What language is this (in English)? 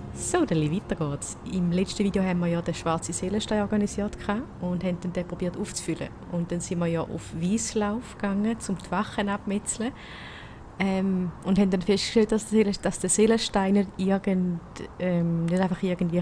Swiss German